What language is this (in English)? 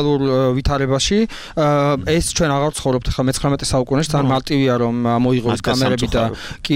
Georgian